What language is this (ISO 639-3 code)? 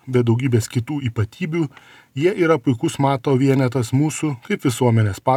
lit